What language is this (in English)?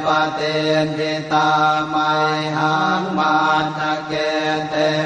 Pali